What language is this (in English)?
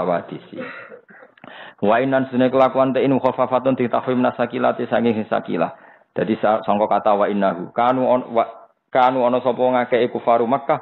Javanese